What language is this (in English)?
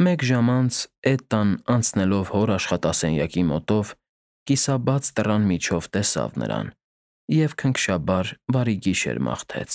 Armenian